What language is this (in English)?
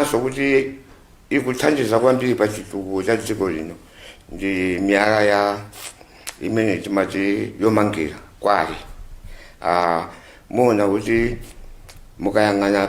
Nyanja